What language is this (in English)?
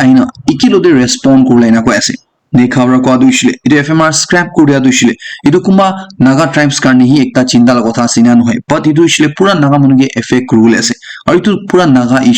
Naga Pidgin